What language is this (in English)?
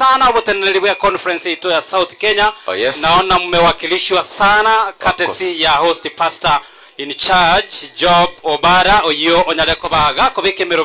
Gusii